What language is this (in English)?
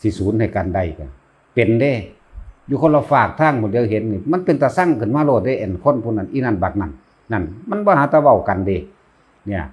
Northeastern Thai